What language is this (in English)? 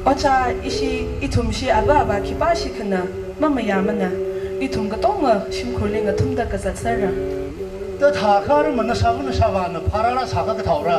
Tangkhul Naga (India)